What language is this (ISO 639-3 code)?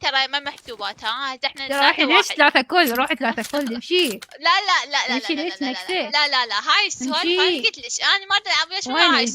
acm